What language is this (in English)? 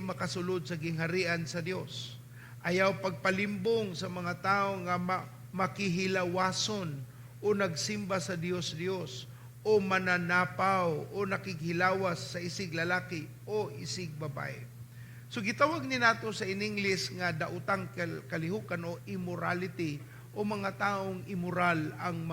Cebuano